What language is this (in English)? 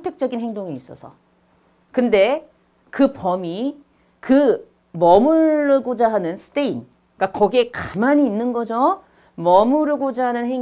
Korean